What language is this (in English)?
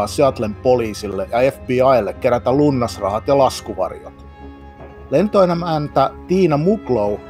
Finnish